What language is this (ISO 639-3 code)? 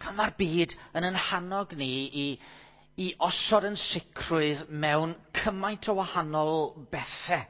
cym